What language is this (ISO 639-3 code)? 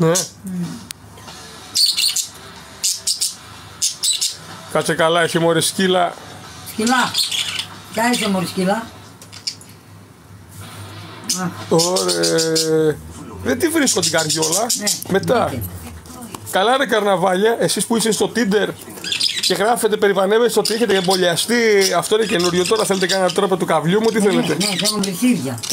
ell